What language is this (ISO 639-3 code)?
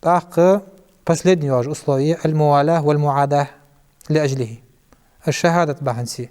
inh